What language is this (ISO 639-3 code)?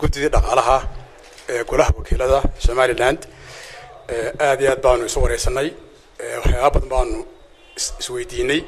som